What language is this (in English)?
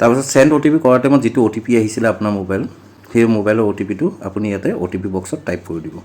Assamese